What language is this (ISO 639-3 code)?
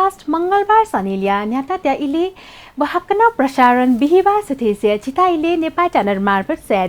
new